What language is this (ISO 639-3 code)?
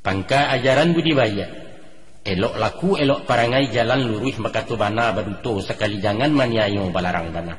min